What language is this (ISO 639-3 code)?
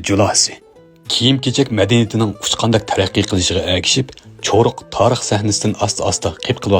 uig